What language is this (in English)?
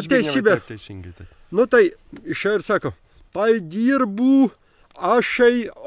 Lithuanian